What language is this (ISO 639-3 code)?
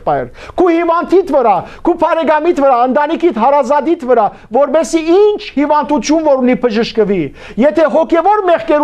hyw